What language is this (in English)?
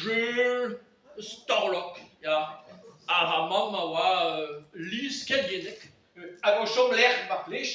Breton